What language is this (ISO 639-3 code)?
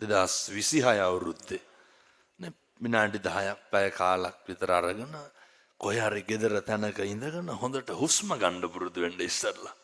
sin